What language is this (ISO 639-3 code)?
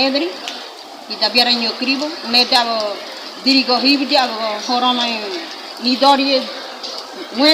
gym